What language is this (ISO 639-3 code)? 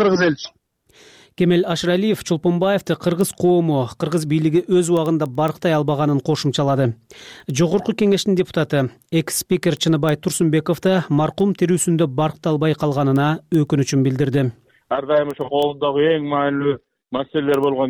kir